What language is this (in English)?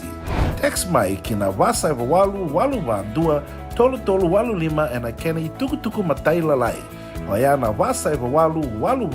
Fijian